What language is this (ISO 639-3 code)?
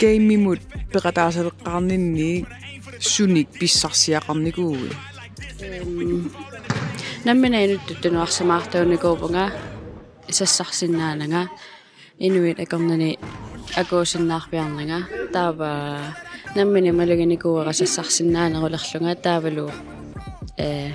kal